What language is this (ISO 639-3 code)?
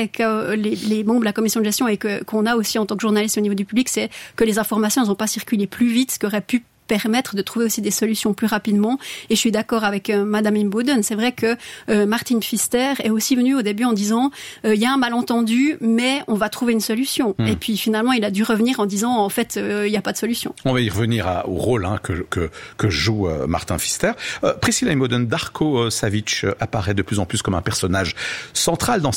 fra